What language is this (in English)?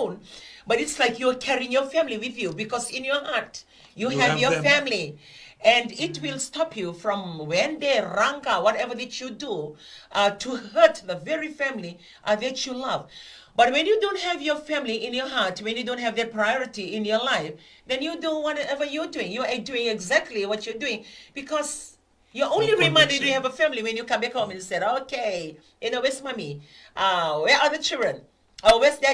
Fijian